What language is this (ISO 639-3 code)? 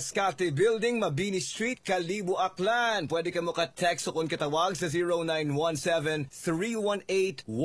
hil